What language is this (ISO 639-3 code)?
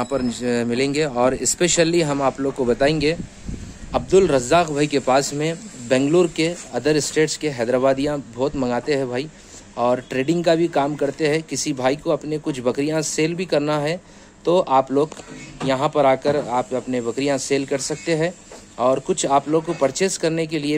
hin